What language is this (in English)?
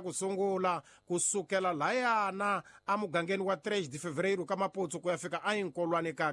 Tsonga